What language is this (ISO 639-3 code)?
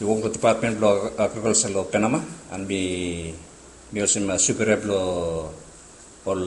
bis